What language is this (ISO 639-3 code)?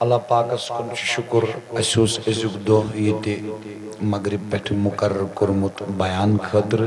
kas